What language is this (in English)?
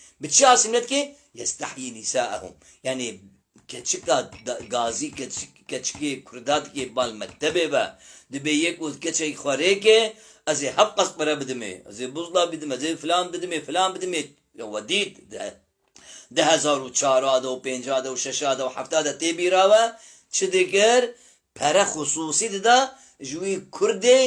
Kurdish